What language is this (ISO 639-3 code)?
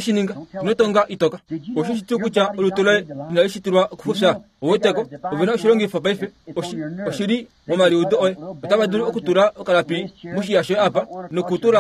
kua